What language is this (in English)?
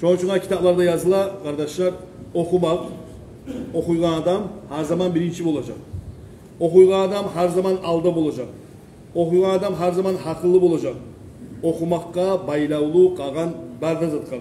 Kumyk